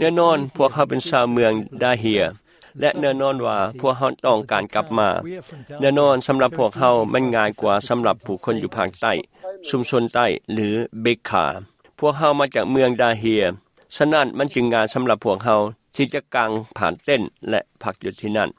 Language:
Lao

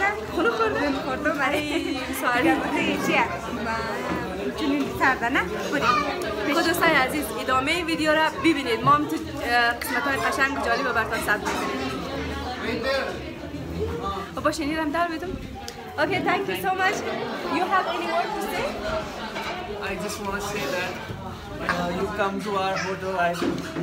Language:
Persian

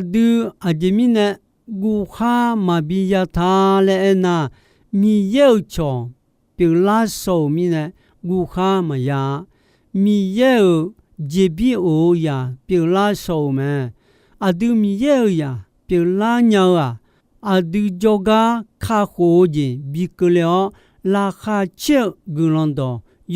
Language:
Akha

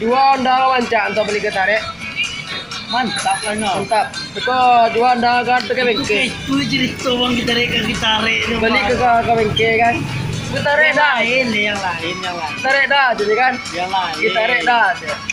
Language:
Minangkabau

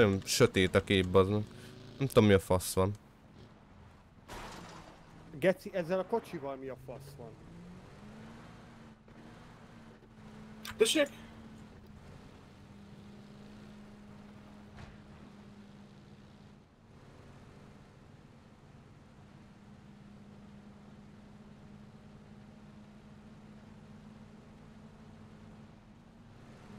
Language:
Hungarian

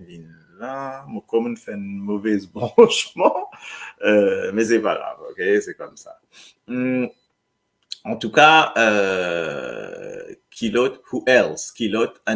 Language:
Morisyen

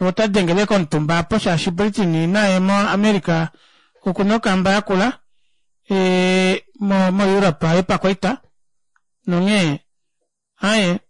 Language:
Kuanyama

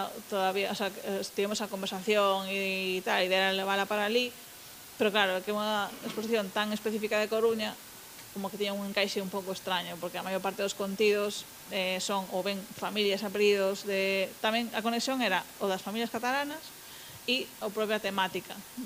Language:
Galician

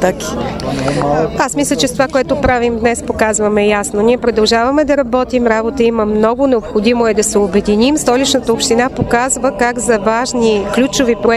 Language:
Bulgarian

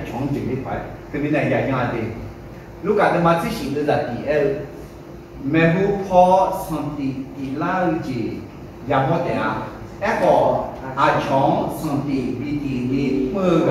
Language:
Akha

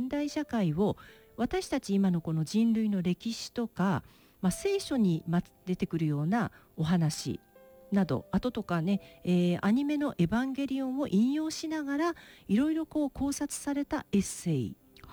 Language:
Japanese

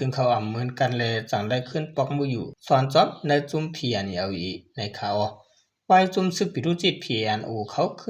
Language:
Shan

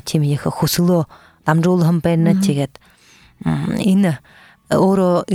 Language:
Buriat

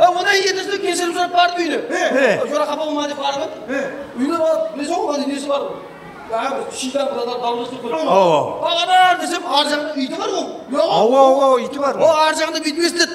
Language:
Kara-Kalpak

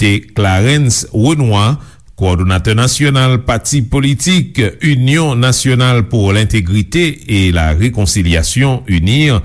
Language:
Haitian Creole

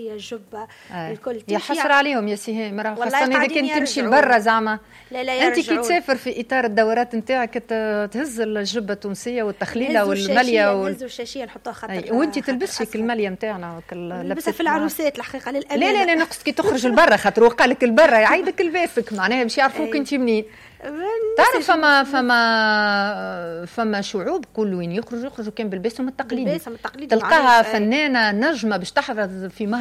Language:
Tunisian Arabic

